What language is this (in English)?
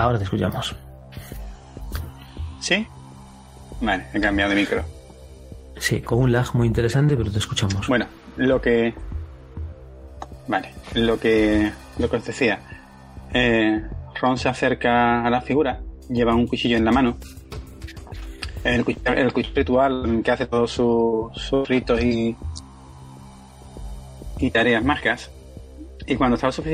Spanish